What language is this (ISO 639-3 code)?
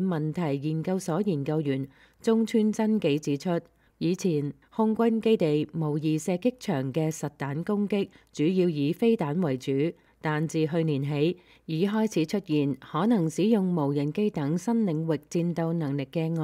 yue